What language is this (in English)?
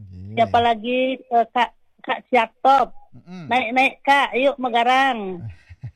Indonesian